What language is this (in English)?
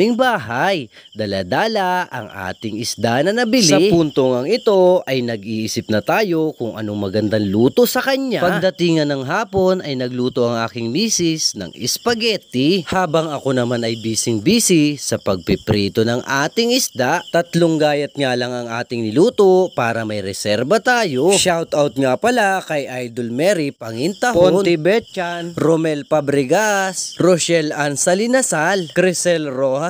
Filipino